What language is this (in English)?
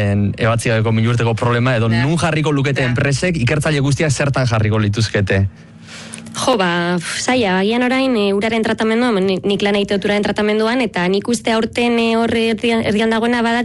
Basque